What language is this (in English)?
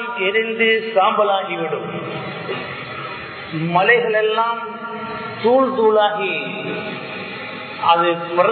Tamil